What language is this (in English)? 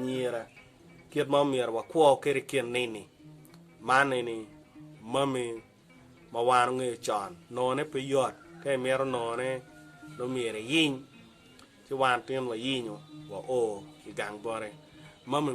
Acoli